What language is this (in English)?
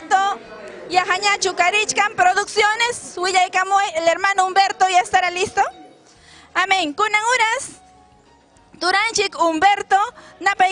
Ayacucho Quechua